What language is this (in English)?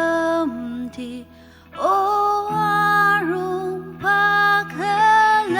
Ao Naga